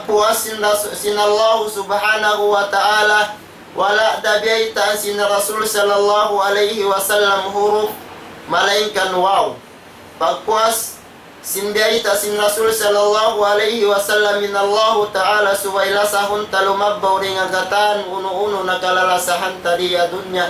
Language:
Tausug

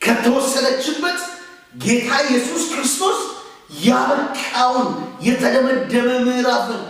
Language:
Amharic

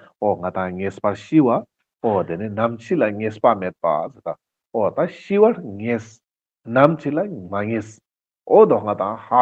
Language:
Ladakhi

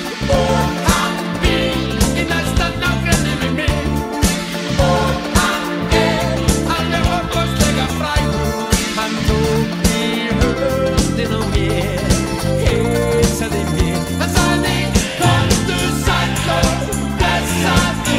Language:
Icelandic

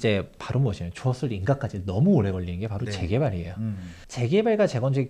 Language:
Korean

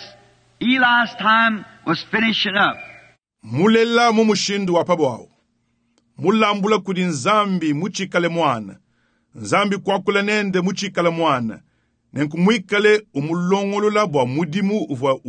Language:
Luba-Lulua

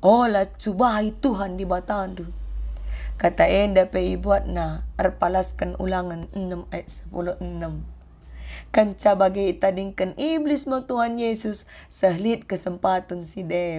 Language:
Batak Karo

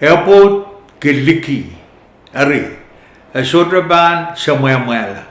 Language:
Pohnpeian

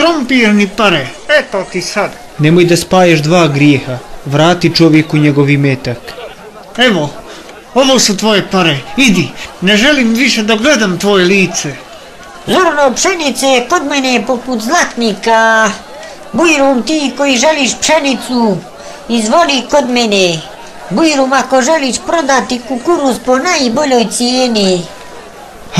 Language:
Bosnian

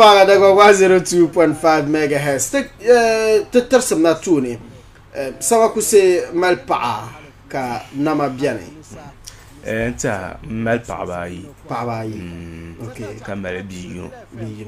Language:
Dagbani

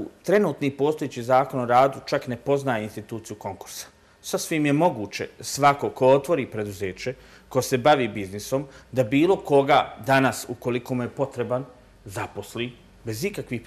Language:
Bosnian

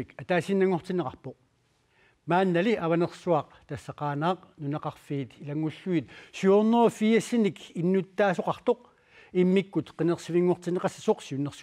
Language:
Kalaallisut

